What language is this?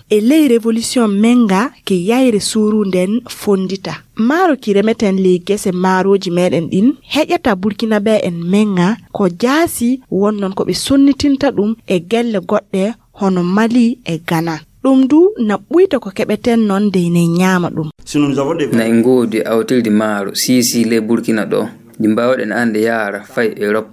Fula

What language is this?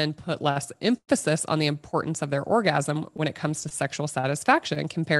English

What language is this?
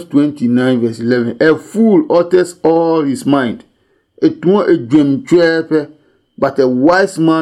Adangme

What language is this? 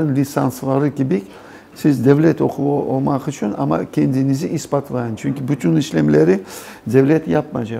Crimean Tatar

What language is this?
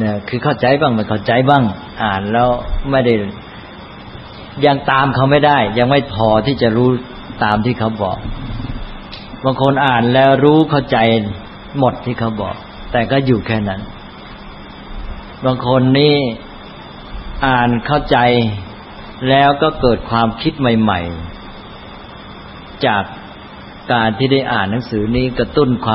Thai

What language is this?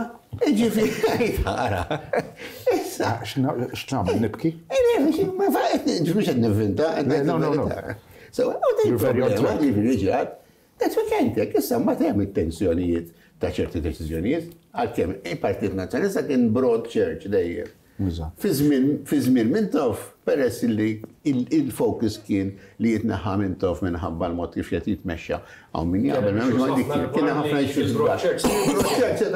Maltese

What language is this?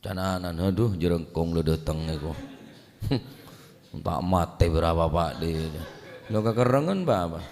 Madurese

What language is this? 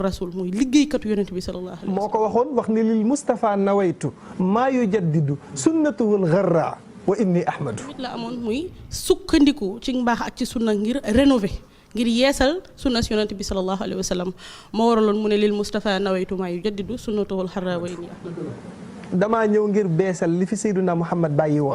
Wolof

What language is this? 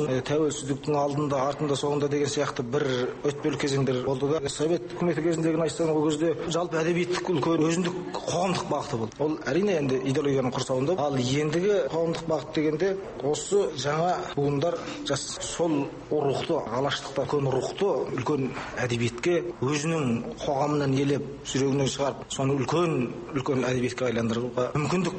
Kazakh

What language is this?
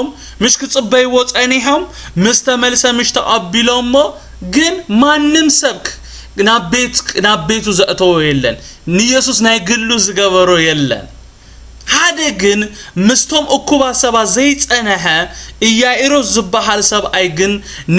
Tigrinya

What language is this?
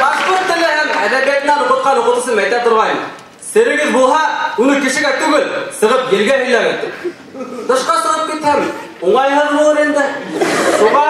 Bashkir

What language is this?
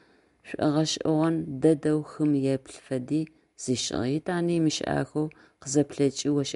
Adyghe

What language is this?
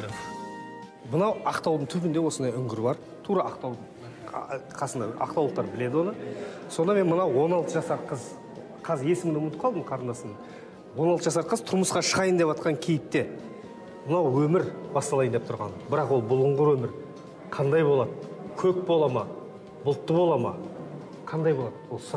Kazakh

